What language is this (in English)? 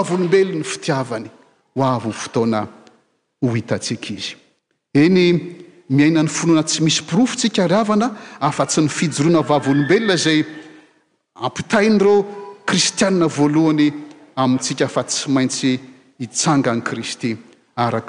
Malagasy